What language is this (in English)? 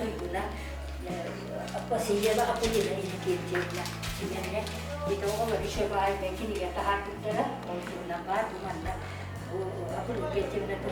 Yakut